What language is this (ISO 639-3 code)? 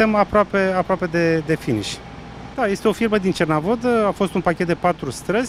ron